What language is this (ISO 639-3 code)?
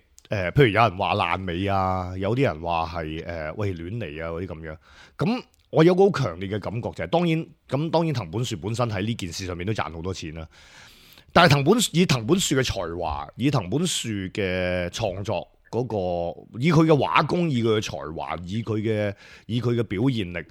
yue